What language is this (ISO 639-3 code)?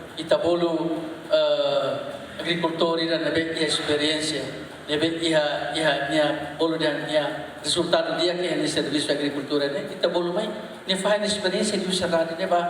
tet